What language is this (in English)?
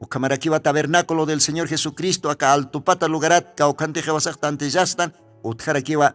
Aymara